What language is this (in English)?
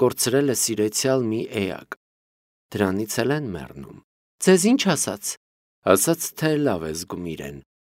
Armenian